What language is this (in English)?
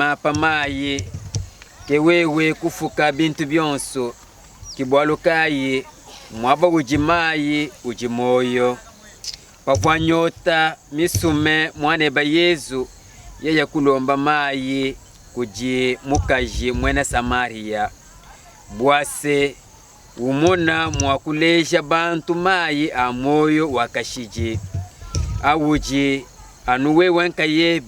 Luba-Lulua